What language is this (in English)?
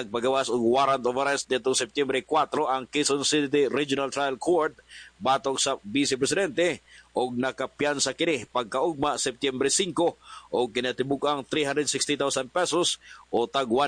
Cebuano